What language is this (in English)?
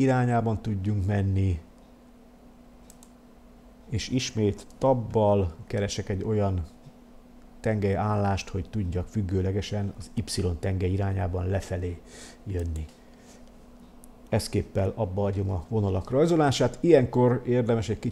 Hungarian